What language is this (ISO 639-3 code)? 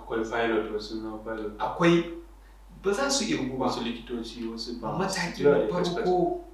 hau